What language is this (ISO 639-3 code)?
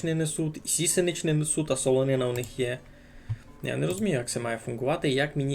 rue